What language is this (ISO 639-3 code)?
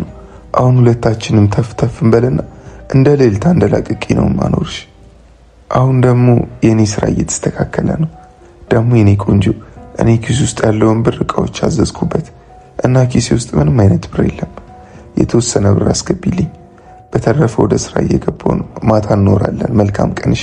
amh